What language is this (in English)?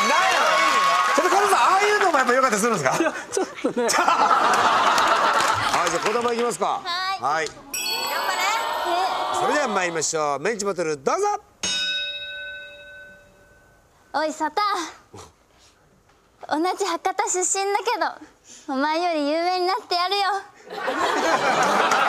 Japanese